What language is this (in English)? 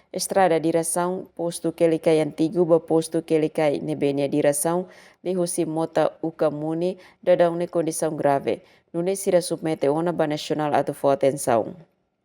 Tetum